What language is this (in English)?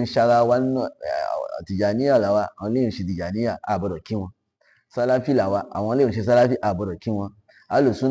Yoruba